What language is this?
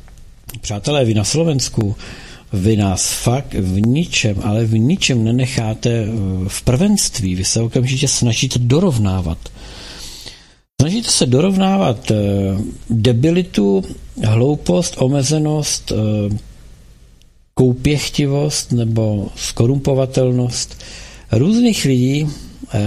Czech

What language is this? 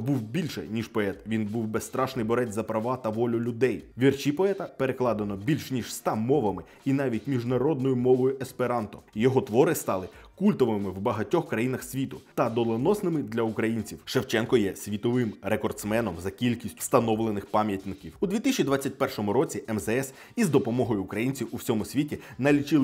Ukrainian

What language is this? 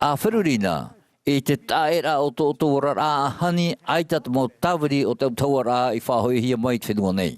Tahitian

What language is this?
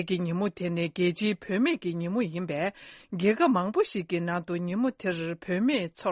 Tibetan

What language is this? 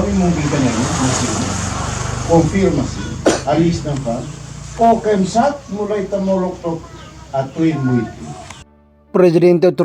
Tetum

